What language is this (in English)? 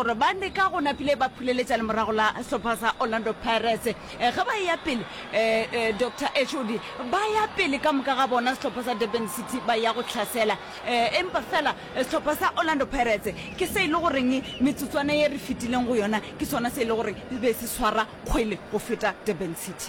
Northern Sotho